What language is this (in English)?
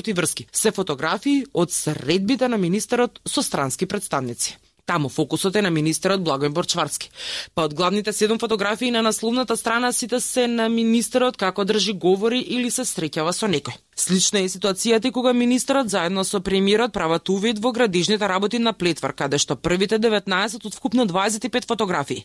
Macedonian